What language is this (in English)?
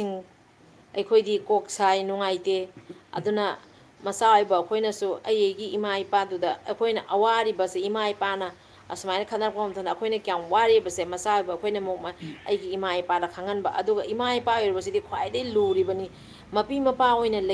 Manipuri